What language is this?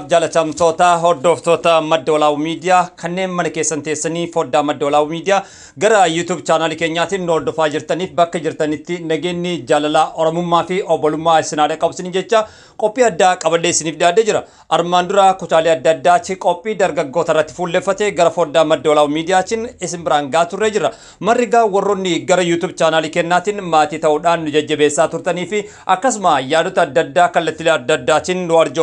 Oromo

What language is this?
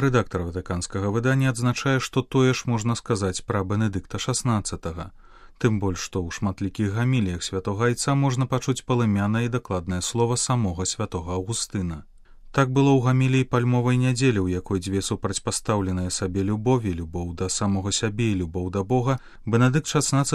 Belarusian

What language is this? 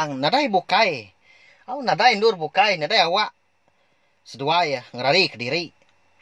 Iban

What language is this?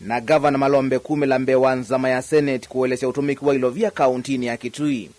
Kamba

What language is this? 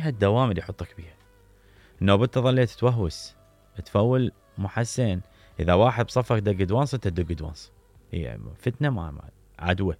Mesopotamian Arabic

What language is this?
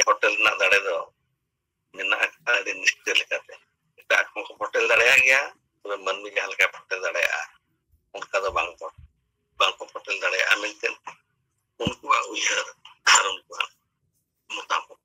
Santali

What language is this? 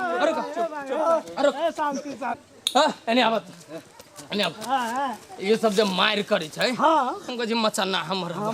Maithili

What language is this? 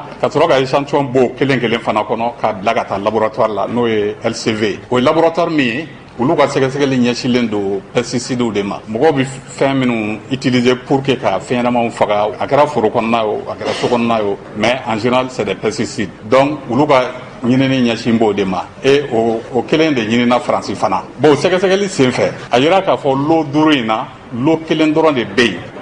Bambara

